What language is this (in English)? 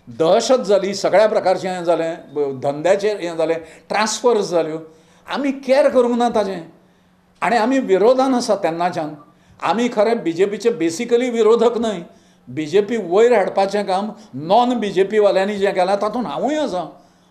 Konkani